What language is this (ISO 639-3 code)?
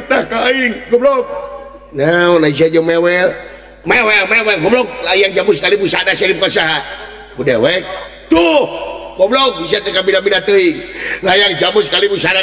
sun